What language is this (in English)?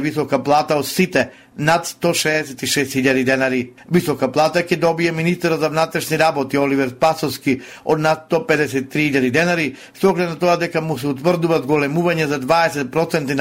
Macedonian